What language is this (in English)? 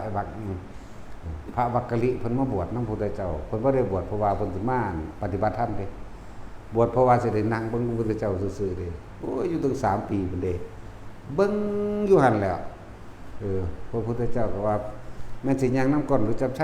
Northeastern Thai